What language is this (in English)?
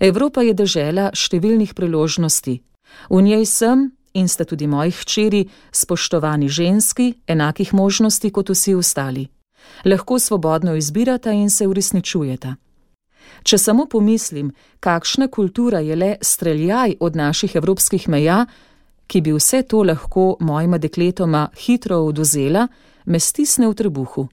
Slovenian